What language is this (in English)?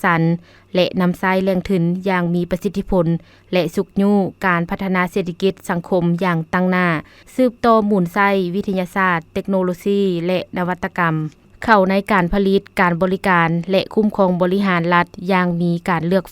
Lao